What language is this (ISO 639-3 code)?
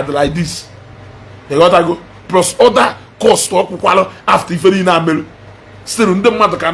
ibo